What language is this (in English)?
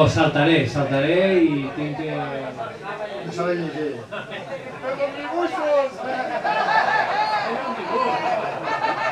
Catalan